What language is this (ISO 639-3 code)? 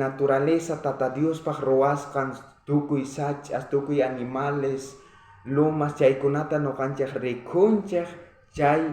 quh